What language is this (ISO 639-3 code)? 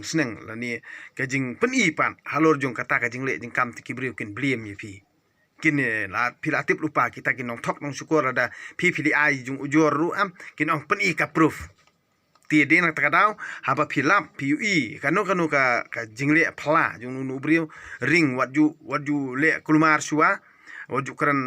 kha